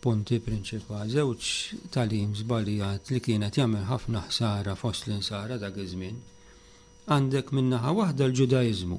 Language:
Maltese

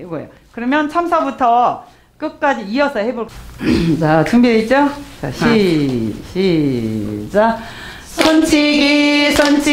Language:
Korean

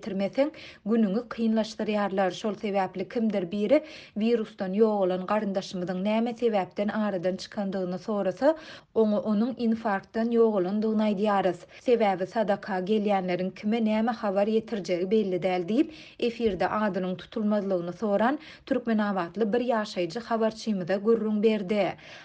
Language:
Turkmen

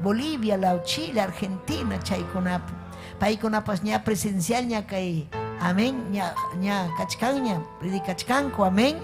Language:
Ayacucho Quechua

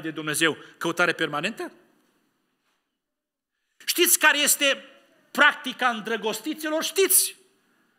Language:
Romanian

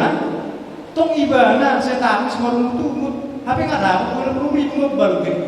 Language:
Batak Toba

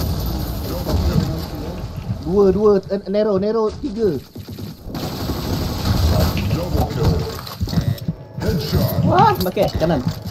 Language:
Malay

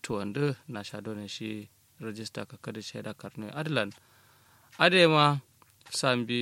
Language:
Kanuri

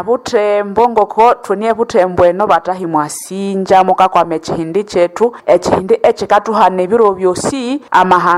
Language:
Nande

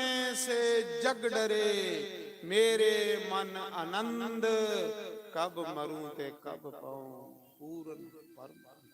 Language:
Dogri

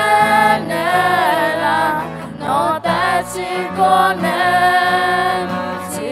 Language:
Akha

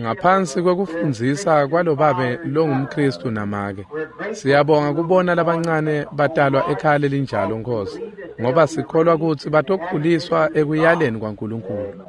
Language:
Swati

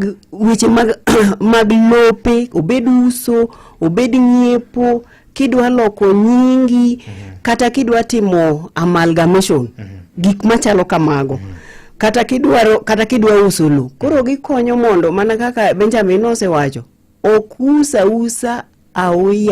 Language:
Luo (Kenya and Tanzania)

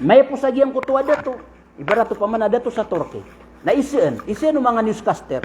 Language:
Maranao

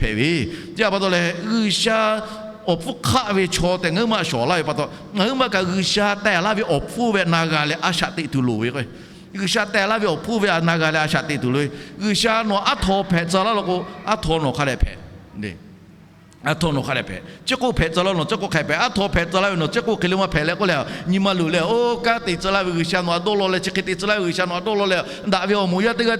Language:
Lahu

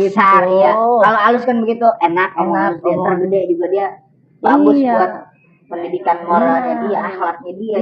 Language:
Betawi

